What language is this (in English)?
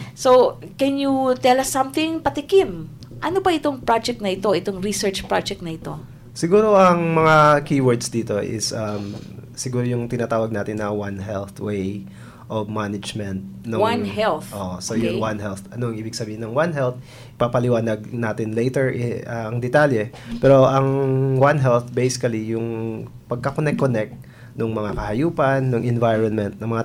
Filipino